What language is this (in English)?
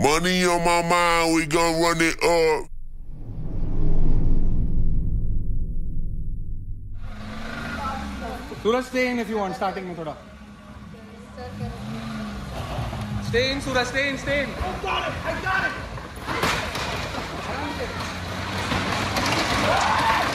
English